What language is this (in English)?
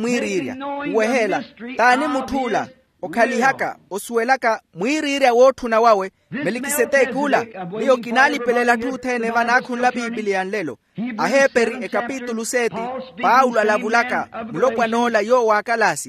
Makhuwa